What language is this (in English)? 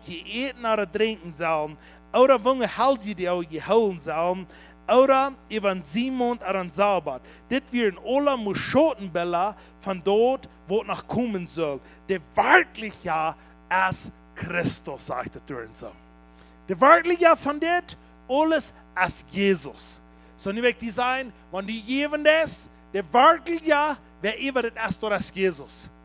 Plautdietsch